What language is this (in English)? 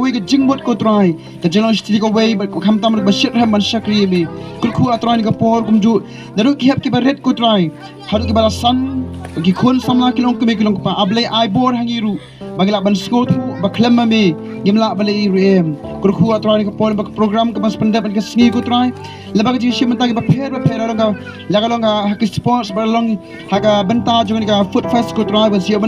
Khasi